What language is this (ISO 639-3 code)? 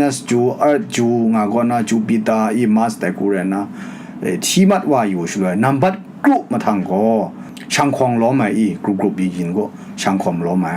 kac